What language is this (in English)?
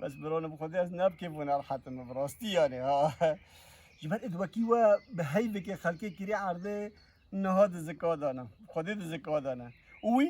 Kurdish